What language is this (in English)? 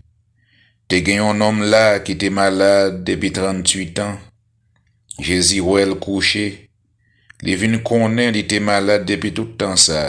Haitian Creole